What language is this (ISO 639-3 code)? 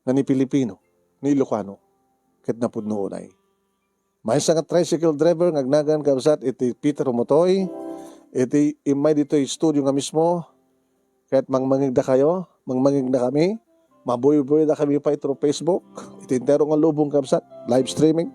ilo